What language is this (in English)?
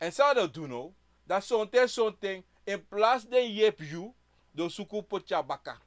Sranan Tongo